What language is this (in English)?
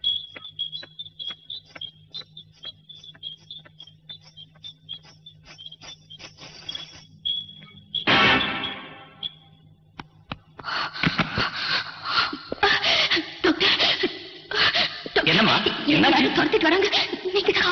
Tamil